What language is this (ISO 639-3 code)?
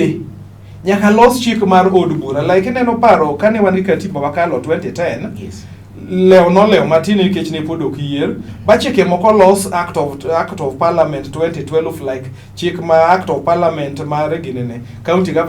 luo